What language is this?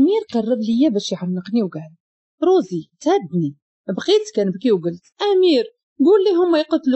Moroccan Arabic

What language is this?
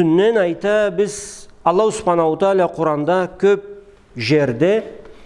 Karachay-Balkar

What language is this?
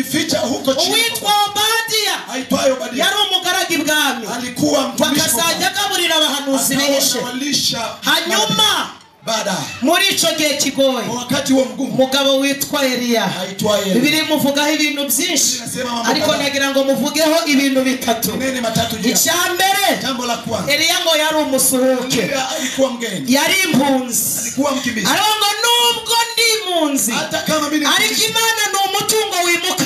Kinyarwanda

